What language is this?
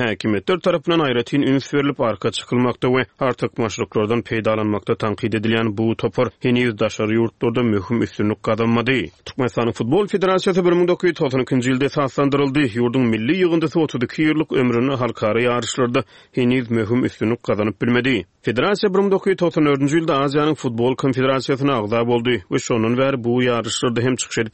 Turkmen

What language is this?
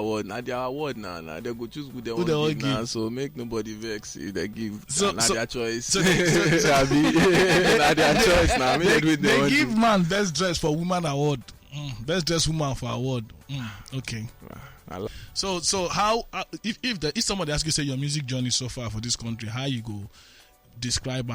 Nigerian Pidgin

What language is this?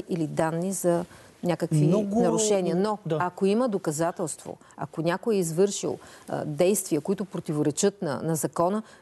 Bulgarian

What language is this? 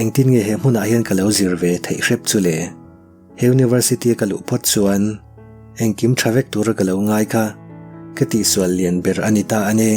Mizo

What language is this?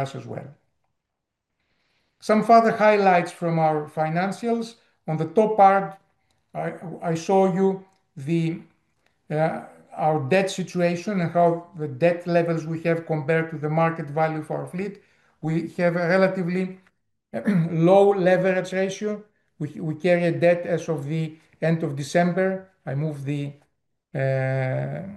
English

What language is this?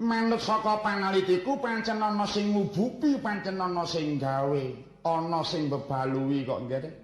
Javanese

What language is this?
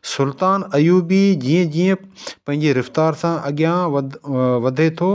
Sindhi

